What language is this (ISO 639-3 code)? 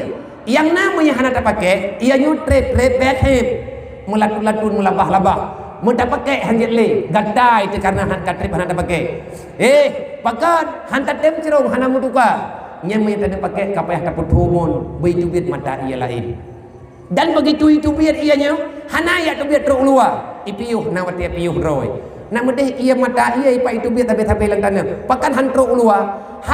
ace